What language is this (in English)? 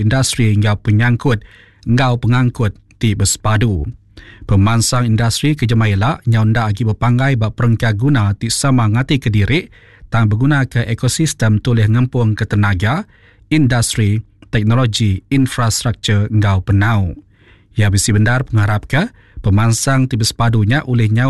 Iban